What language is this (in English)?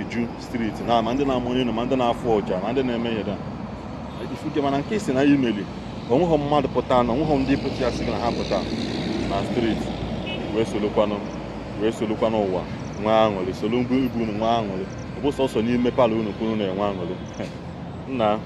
Igbo